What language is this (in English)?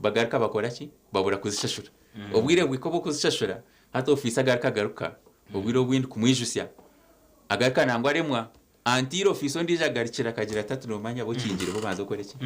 Nyankole